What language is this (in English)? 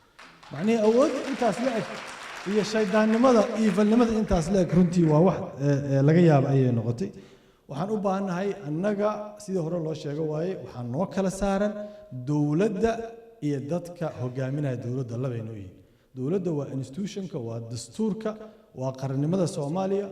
Somali